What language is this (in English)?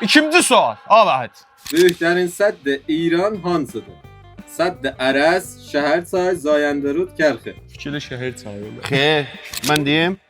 South Azerbaijani